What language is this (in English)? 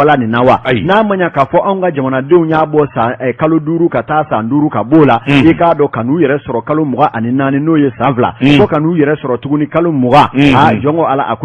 Bambara